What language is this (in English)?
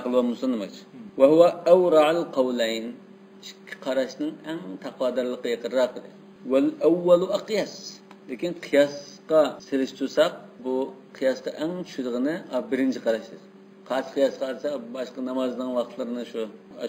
Uyghur